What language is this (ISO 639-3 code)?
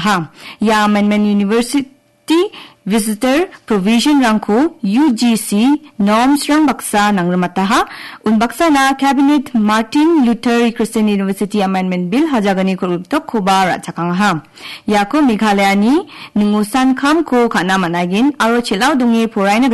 grt